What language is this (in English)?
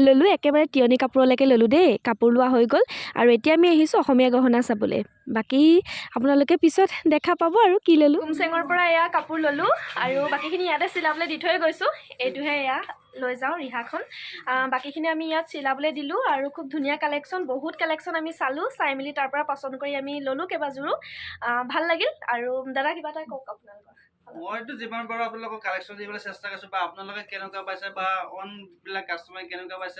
Assamese